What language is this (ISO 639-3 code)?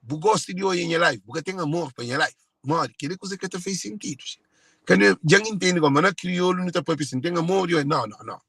kea